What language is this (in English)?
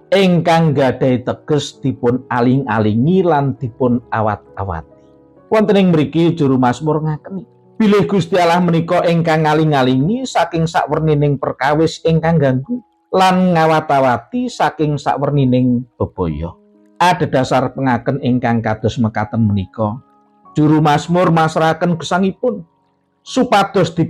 Javanese